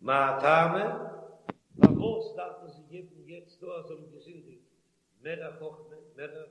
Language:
Yiddish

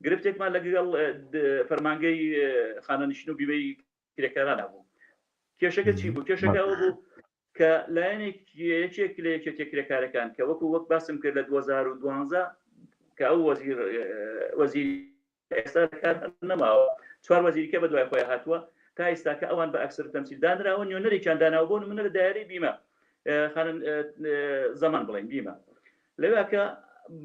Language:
Central Kurdish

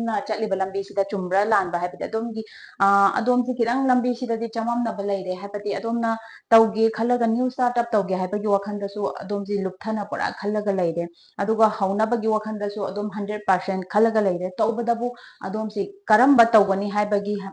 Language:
Manipuri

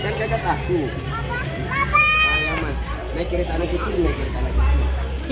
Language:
Ambonese Malay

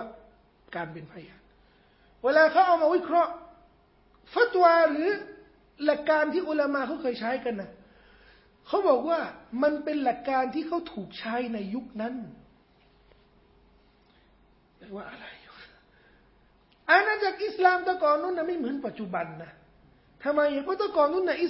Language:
Thai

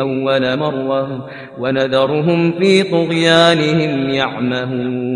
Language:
Kashmiri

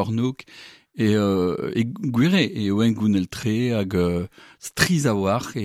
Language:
Breton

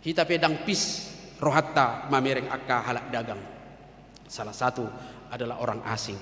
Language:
Batak Toba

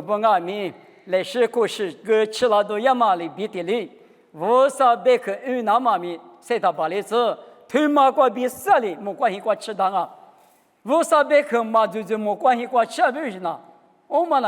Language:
Lisu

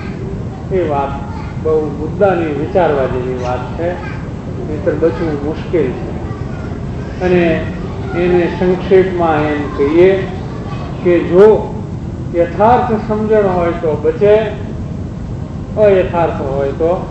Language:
Gujarati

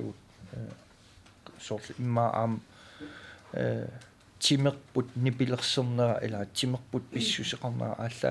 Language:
Kalaallisut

